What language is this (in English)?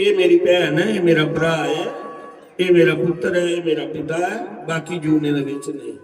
Dogri